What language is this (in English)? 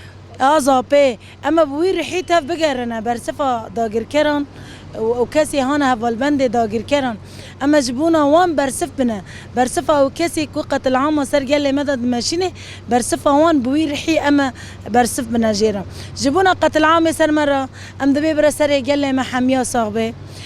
Kurdish